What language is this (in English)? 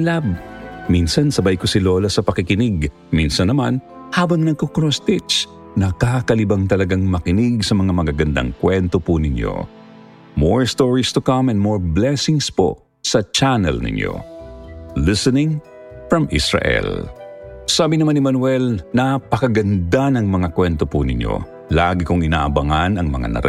Filipino